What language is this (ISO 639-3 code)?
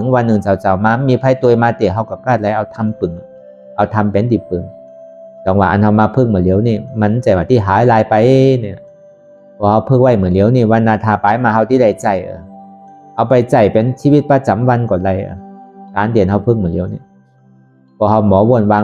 shn